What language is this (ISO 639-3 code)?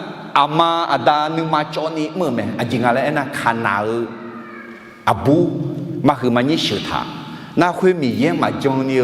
ahk